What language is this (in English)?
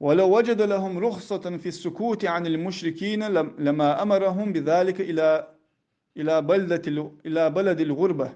Ingush